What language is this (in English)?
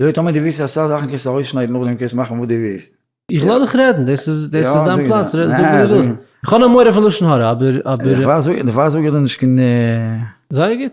Yiddish